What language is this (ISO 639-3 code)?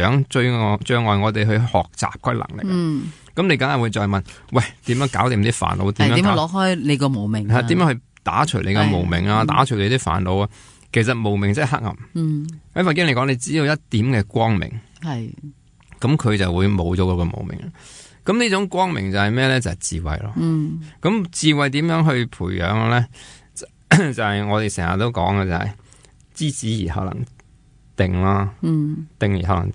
yue